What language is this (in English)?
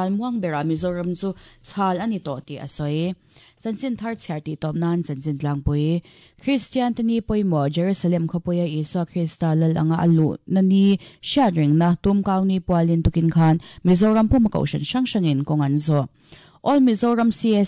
Mizo